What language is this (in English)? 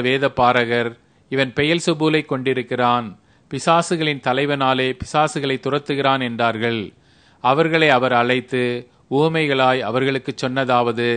Tamil